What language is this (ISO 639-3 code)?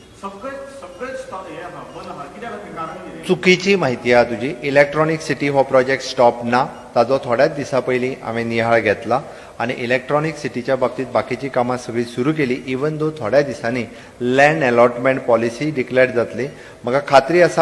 kok